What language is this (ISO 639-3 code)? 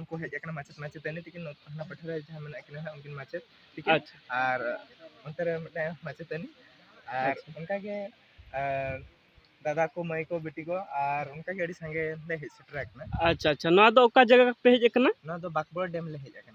sat